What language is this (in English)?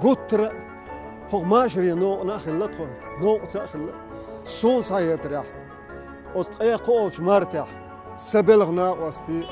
Chechen